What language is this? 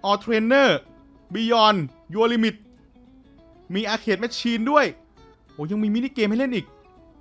Thai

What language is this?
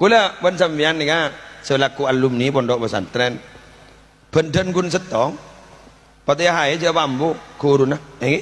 Madurese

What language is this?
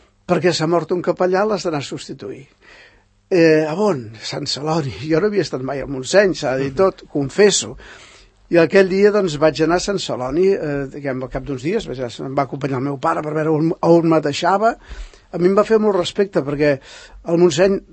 Catalan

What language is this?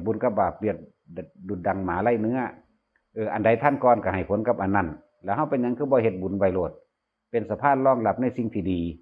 Northeastern Thai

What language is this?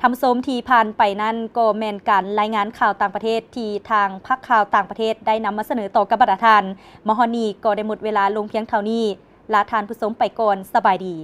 Lao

